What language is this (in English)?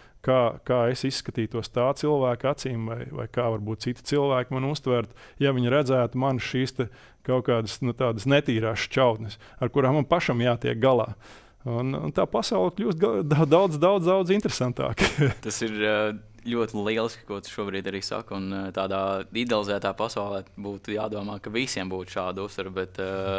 Latvian